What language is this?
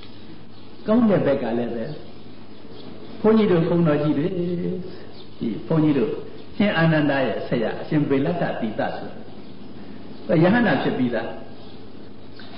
Burmese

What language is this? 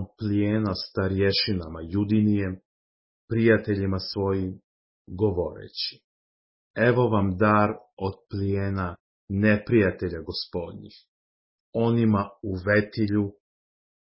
Serbian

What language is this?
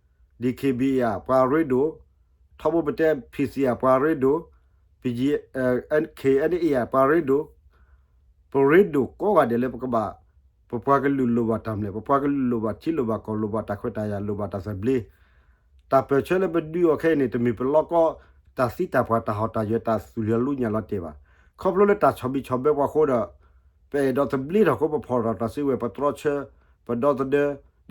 S'gaw Karen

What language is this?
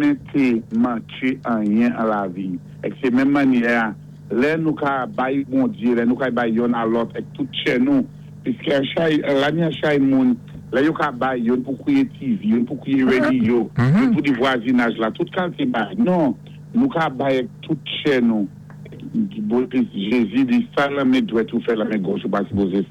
Saint Lucian Creole French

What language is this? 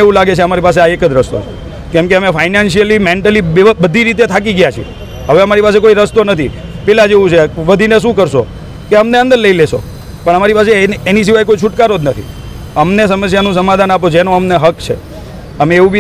Gujarati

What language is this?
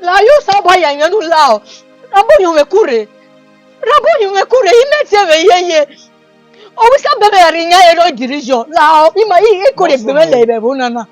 Bini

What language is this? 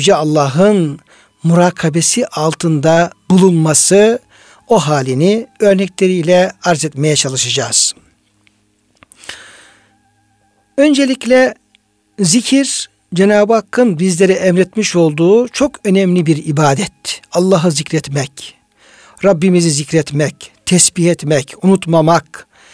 Turkish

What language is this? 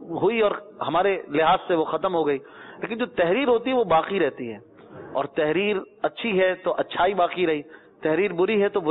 Urdu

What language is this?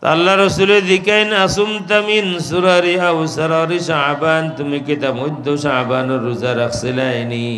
Sylheti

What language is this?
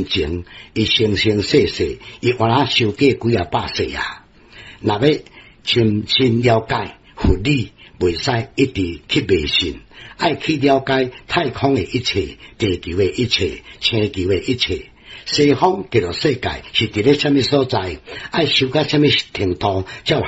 Min Nan Chinese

